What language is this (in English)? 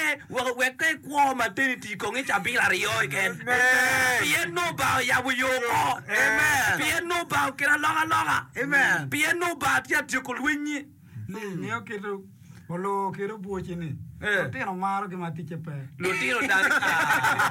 Acoli